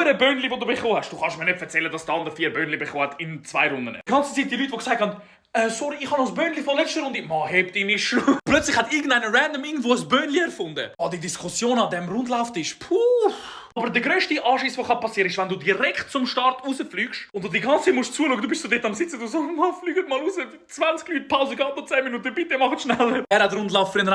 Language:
Swiss German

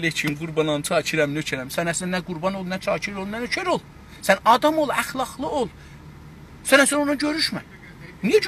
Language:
South Azerbaijani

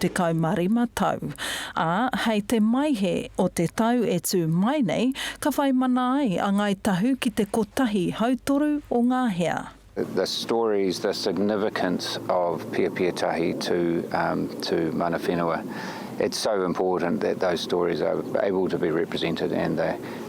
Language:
Māori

